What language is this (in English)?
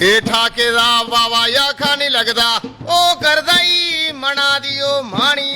Dogri